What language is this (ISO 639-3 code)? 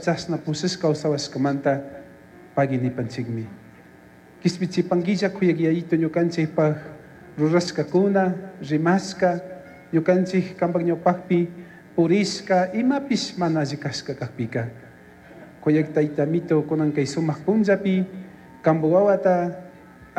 qug